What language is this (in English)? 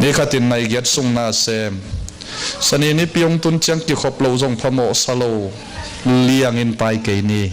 Tedim Chin